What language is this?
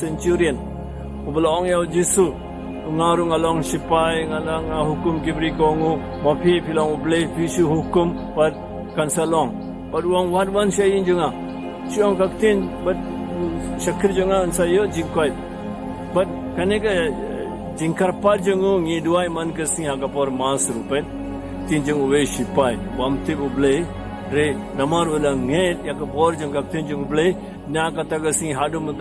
Khasi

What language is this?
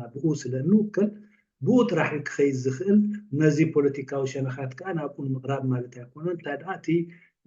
Tigrinya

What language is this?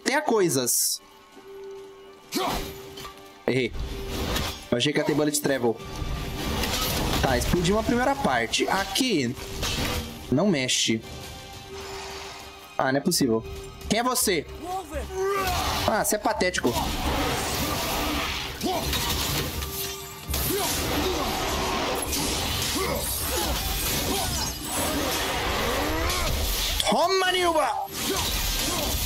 Portuguese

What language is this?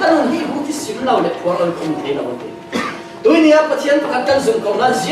Falam Chin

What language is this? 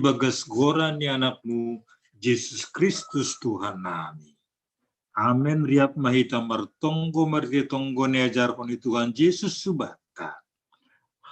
Batak Simalungun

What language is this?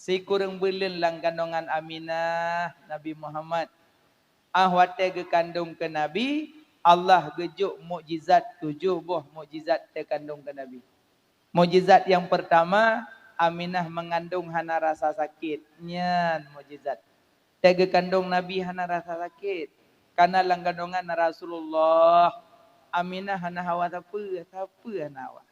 Achinese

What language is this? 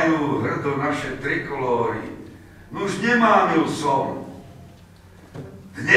Slovak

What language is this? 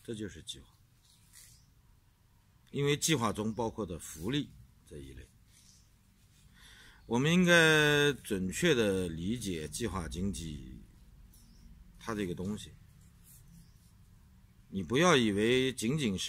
Chinese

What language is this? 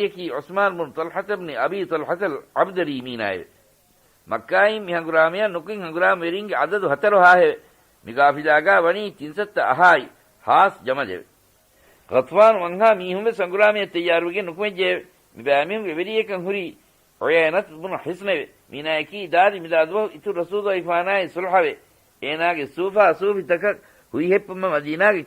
Divehi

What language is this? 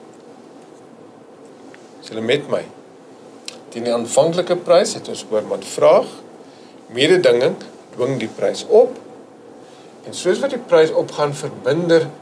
Afrikaans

